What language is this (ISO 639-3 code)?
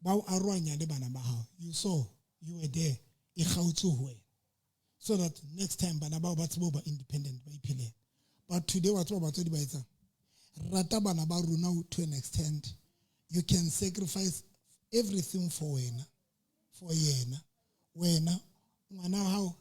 sot